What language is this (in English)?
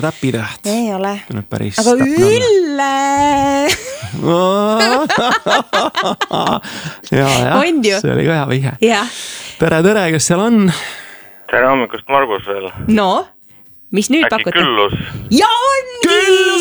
Estonian